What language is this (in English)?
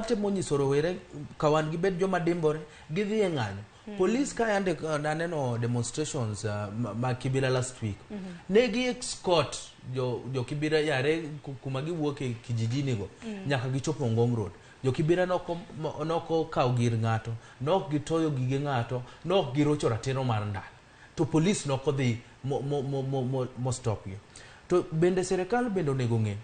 Luo (Kenya and Tanzania)